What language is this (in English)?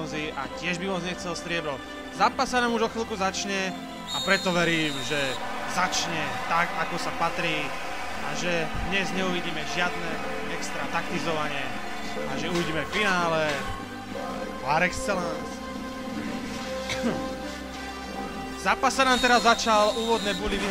Slovak